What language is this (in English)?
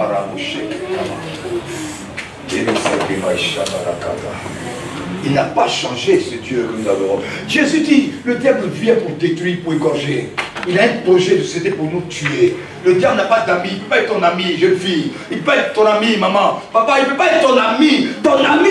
French